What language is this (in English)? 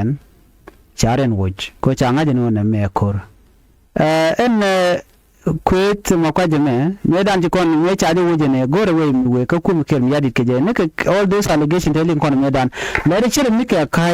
Nuer